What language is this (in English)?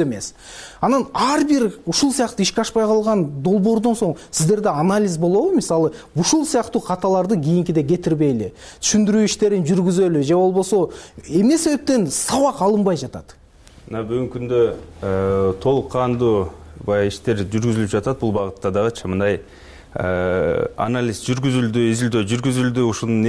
Kyrgyz